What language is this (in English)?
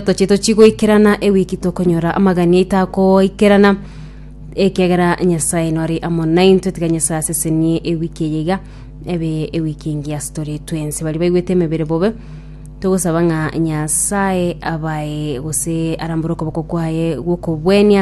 Gusii